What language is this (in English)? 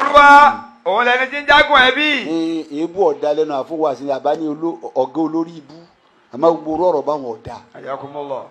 Yoruba